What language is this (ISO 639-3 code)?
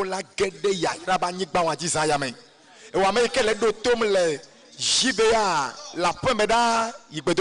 ewe